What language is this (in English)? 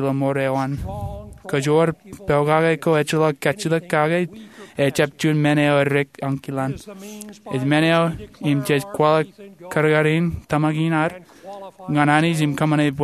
Marshallese